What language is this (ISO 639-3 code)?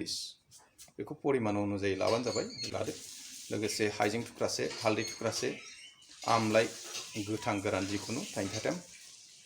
brx